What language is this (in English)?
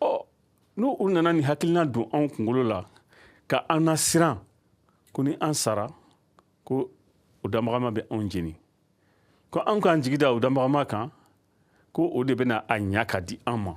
Bambara